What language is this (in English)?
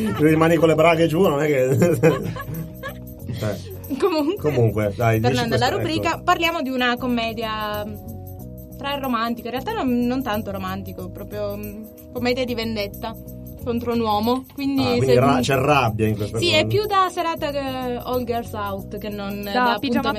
Italian